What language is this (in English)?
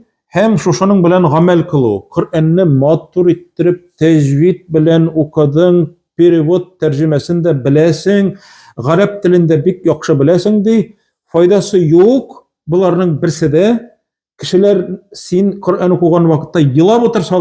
Tatar